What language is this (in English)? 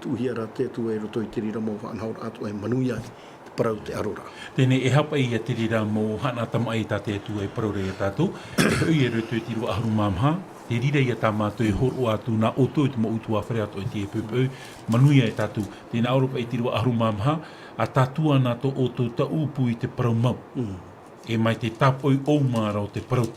Tahitian